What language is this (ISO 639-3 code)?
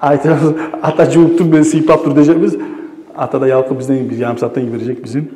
kum